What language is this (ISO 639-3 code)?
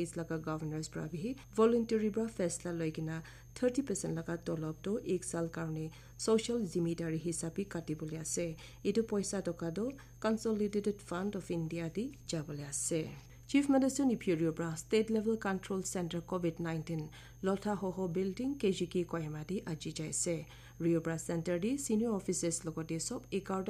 nag